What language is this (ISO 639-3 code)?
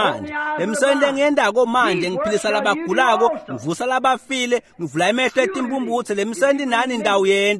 ssw